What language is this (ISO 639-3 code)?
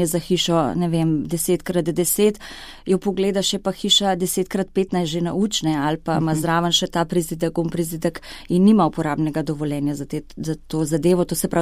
slv